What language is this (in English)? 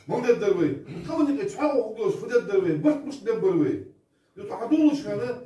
Ingush